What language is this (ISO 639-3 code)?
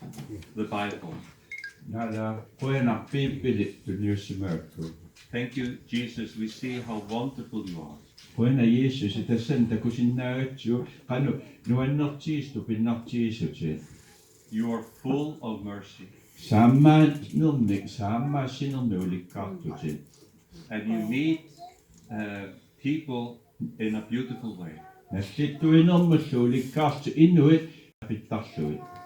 kal